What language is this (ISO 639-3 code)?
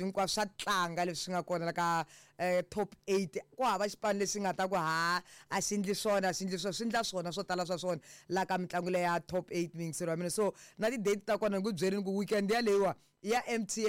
tso